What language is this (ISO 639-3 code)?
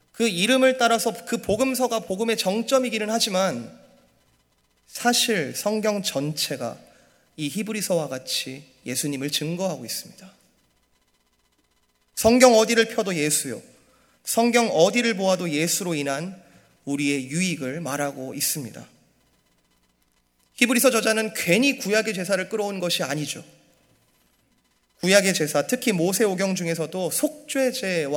kor